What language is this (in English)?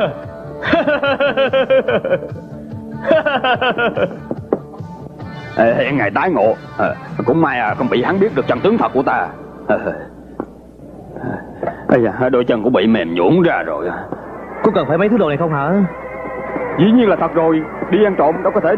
Vietnamese